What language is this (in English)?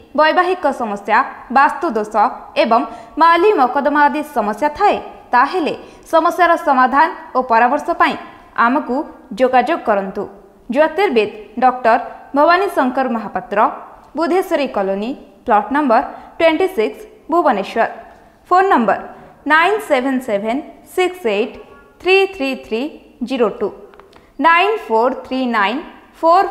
Odia